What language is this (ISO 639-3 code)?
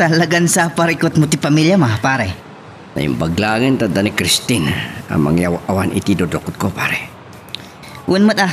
ilo